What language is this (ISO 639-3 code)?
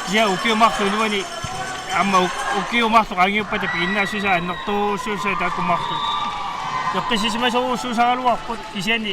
kal